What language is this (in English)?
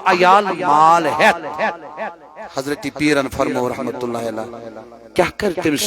Kashmiri